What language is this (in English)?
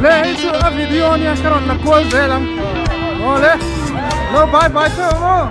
Mizo